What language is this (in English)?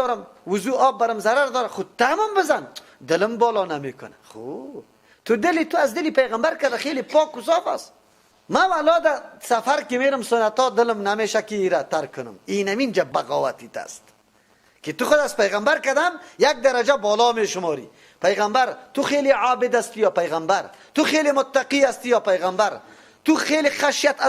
Persian